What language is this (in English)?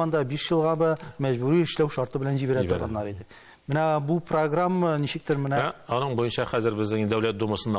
Tatar